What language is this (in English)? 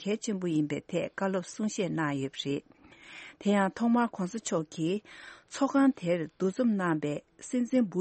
Tibetan